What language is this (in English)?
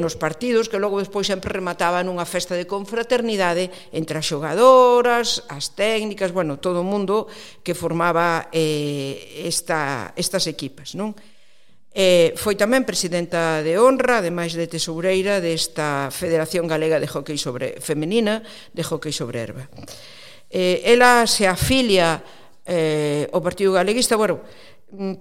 Galician